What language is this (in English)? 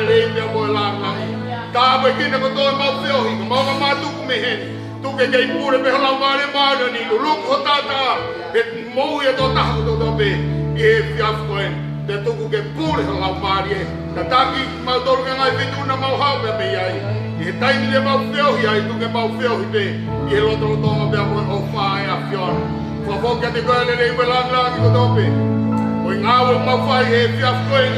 Tongan